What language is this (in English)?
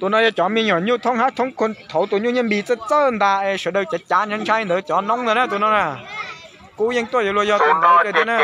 Hmong